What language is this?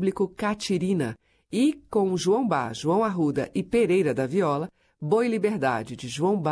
Portuguese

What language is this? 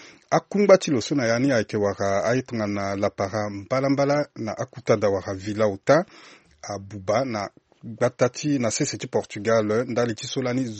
Sango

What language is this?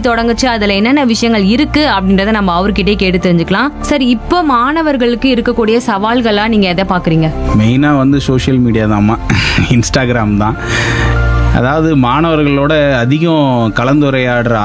Tamil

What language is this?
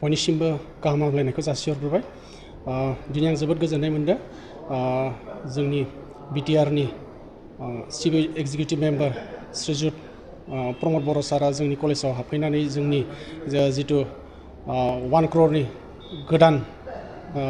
Bodo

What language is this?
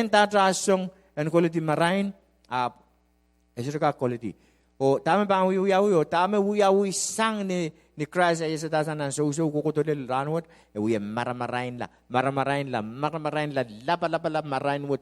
Pohnpeian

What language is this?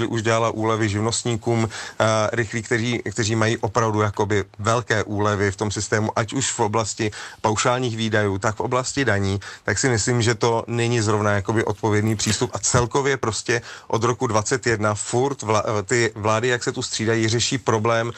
Czech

